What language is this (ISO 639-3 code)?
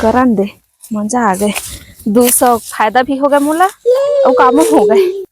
hne